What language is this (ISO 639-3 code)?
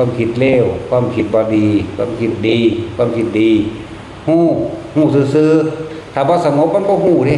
tts